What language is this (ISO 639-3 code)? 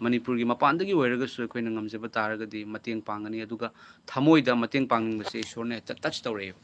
mni